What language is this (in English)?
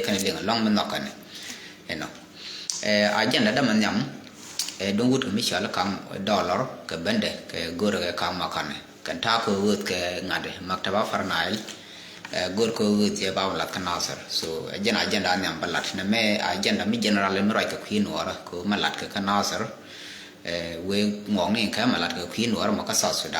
Nuer